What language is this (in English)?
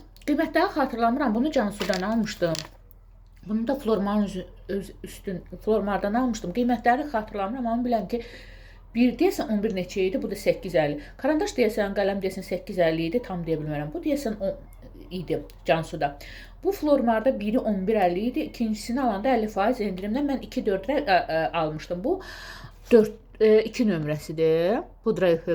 Azerbaijani